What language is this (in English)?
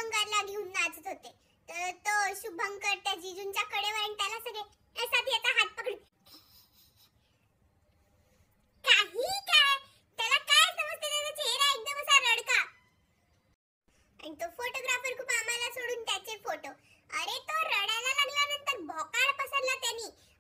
Marathi